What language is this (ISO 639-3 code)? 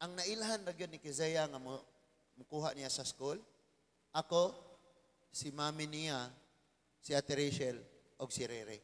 ceb